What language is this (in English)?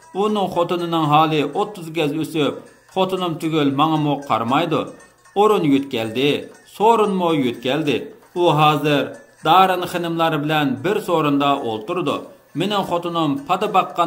Uyghur